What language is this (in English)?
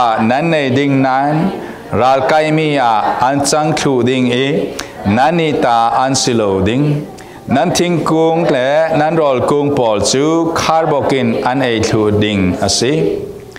Falam Chin